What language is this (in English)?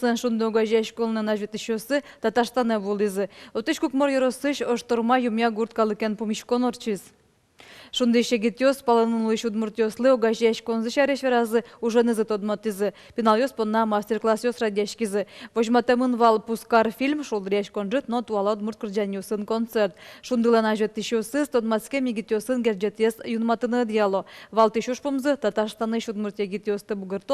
Udmurt